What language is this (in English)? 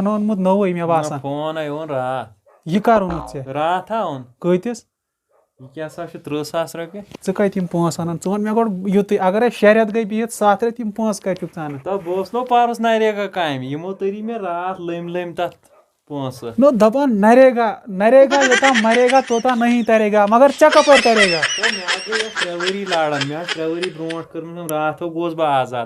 Kashmiri